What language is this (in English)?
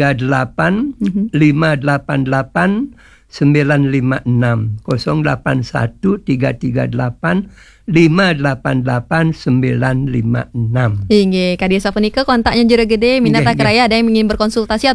Balinese